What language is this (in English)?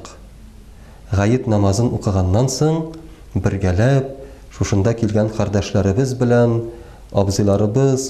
Tatar